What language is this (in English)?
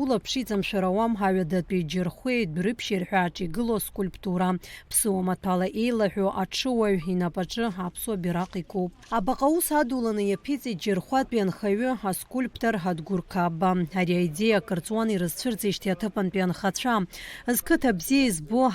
Abkhazian